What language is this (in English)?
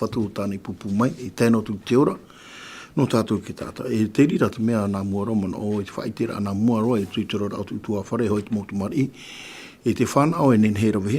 Tahitian